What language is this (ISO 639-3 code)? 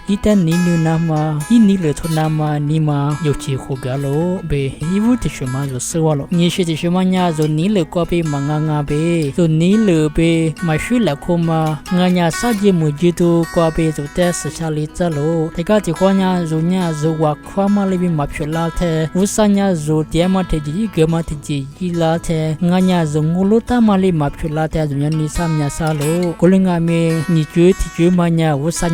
lis